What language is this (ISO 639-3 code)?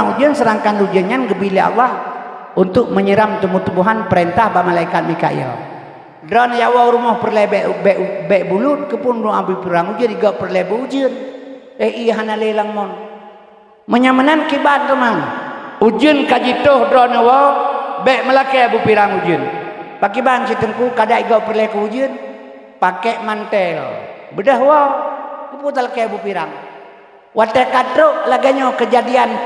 ace